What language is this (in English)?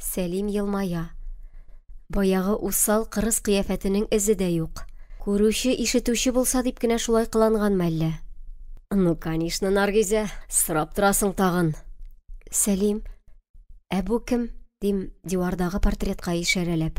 Tatar